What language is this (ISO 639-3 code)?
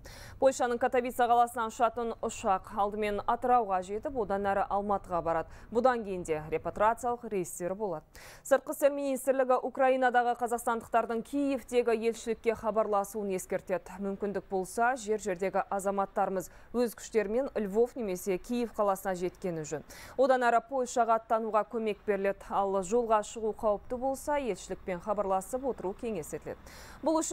kaz